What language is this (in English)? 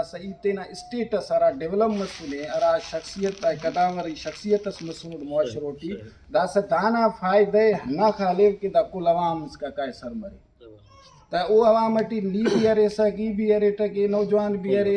Brahui